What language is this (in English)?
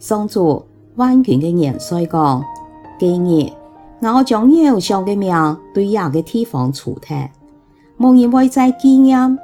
Hakka Chinese